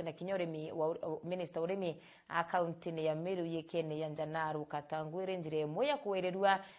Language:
Meru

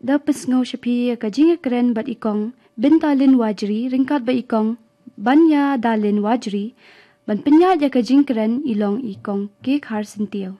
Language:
Khasi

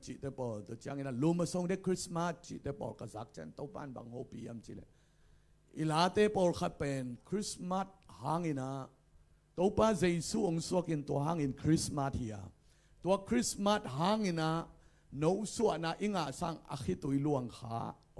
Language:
Tedim Chin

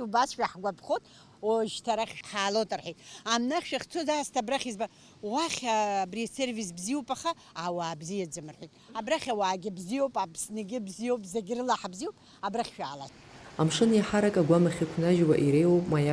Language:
Abkhazian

